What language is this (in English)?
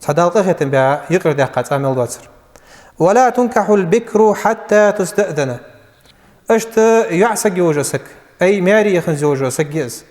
Ingush